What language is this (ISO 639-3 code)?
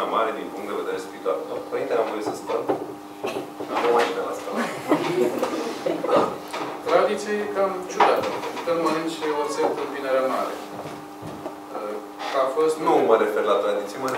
ron